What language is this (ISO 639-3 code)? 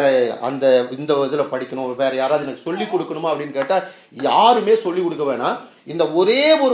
tam